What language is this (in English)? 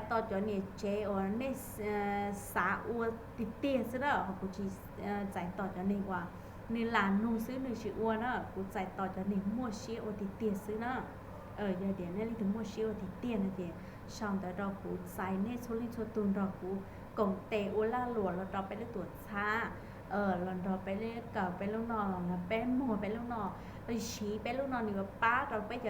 Hmong